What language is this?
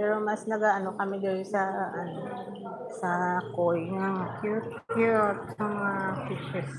Hiligaynon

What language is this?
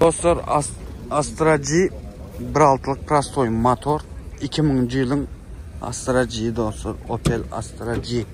Turkmen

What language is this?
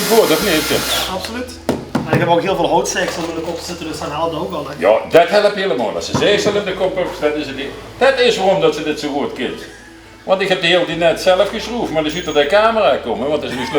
Limburgish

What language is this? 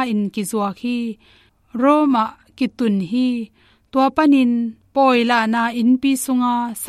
Tedim Chin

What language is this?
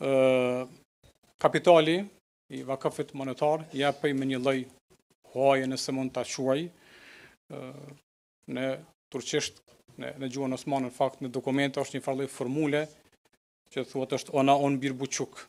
Albanian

